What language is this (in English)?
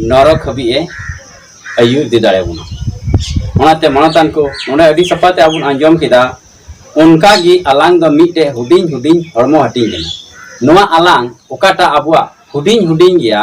Santali